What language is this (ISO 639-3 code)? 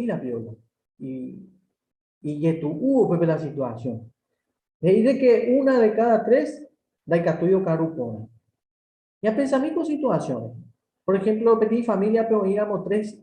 grn